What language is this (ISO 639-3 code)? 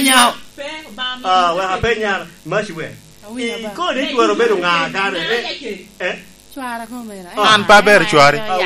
laj